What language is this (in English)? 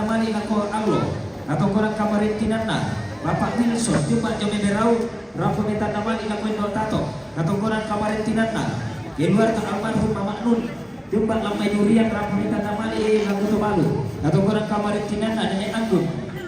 Toraja-Sa'dan